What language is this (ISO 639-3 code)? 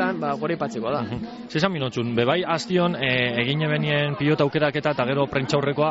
eus